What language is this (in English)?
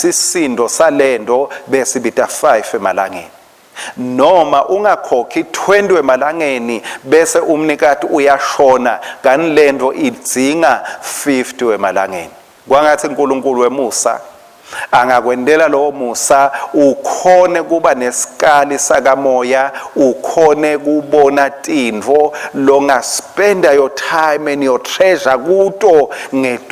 Swati